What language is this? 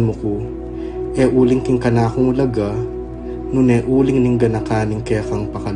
Pampanga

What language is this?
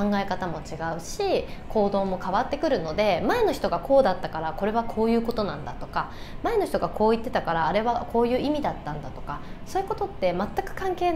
Japanese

